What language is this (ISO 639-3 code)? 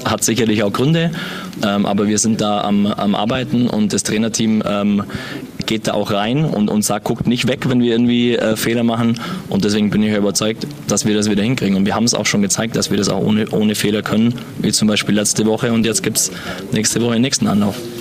deu